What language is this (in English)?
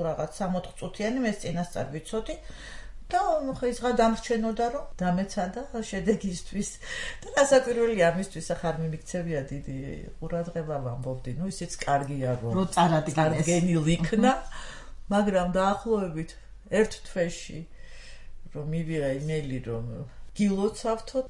Georgian